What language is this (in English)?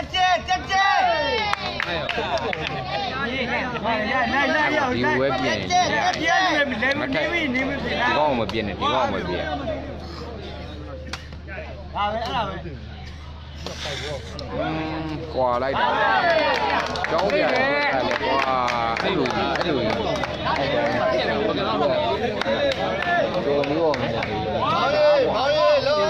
Burmese